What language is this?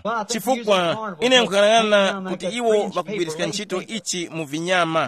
Tumbuka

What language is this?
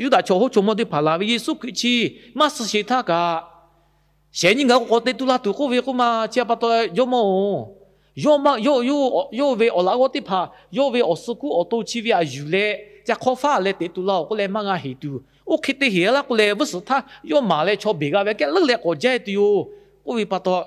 Lahu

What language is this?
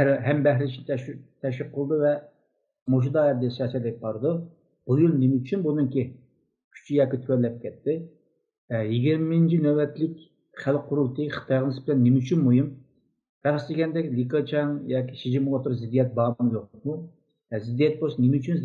Uyghur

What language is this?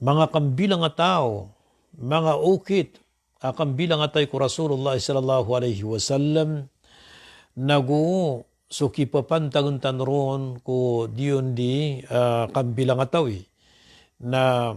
Maranao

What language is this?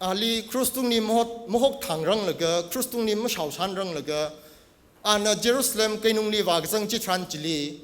Tangkhul Naga (India)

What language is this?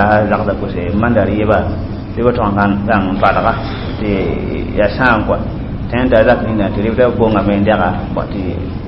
Mossi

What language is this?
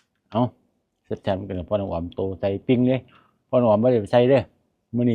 Lao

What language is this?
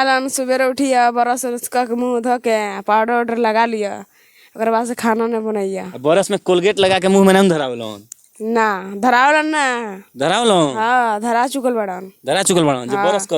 Bhojpuri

